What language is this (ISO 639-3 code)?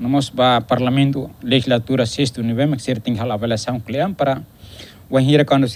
tet